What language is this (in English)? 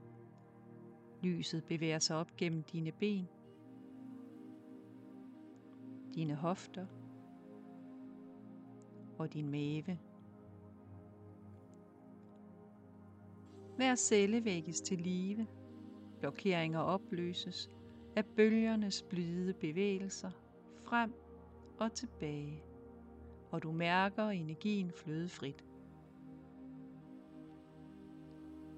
Danish